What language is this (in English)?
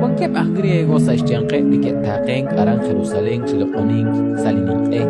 Kekchí